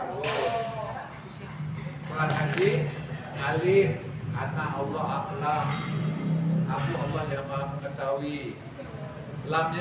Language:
Indonesian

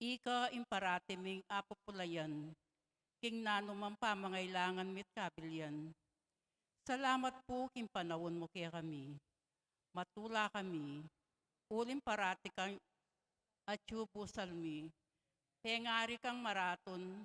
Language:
Pampanga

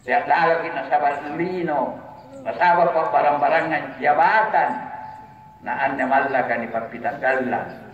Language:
Makasar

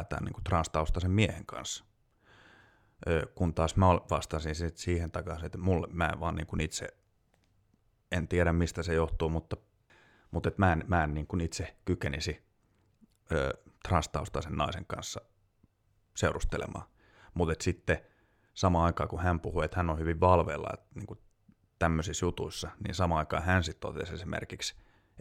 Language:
Finnish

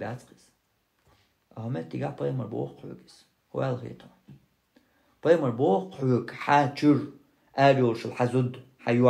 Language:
Chechen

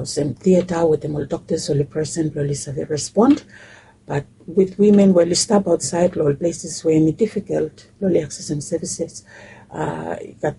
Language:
Bislama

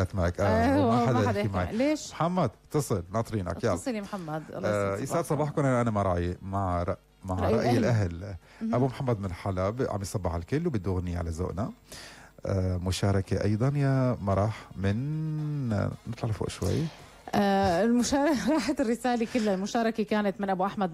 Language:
North Levantine Arabic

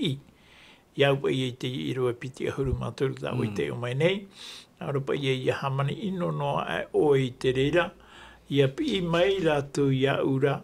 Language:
Tahitian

